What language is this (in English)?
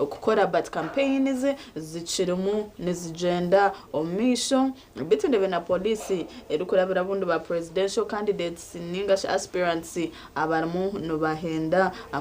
Nyankole